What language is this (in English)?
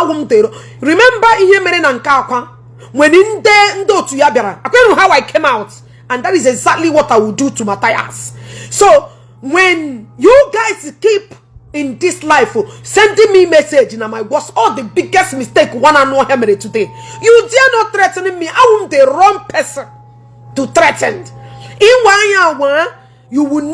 Igbo